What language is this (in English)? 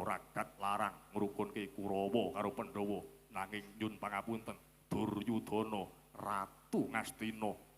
Javanese